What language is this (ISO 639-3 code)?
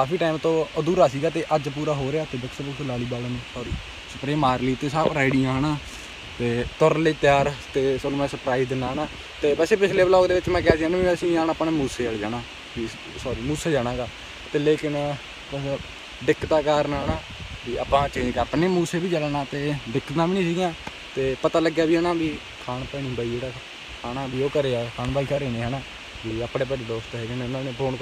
pan